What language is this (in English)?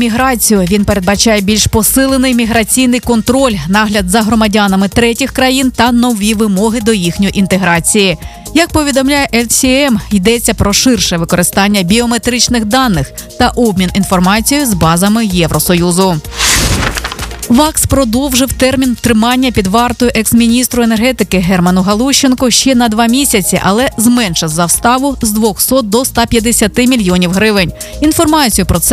Ukrainian